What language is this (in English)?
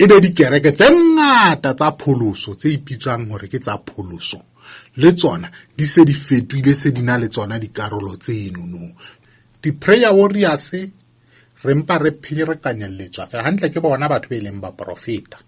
Southern Sotho